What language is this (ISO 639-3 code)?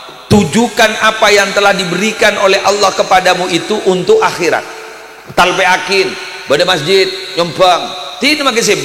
mad